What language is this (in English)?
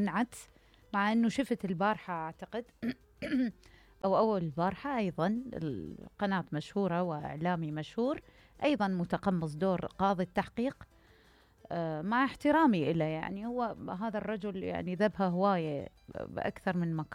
Mesopotamian Arabic